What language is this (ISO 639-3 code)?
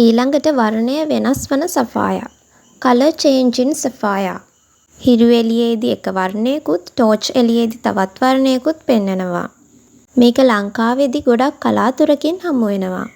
sin